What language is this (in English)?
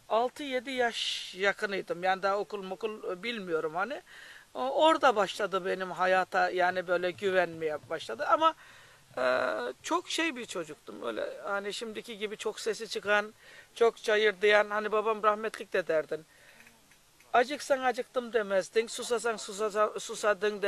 Turkish